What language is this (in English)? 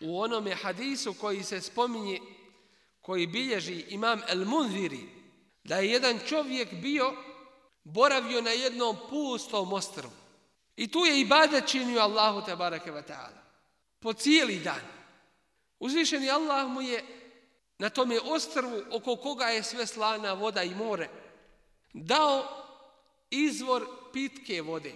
Bosnian